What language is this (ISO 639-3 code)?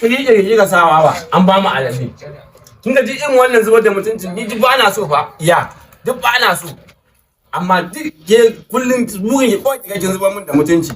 hau